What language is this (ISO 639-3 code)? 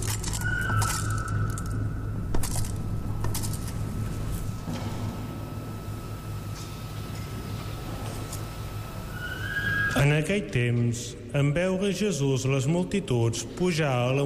cat